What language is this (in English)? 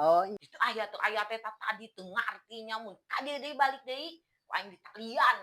Sundanese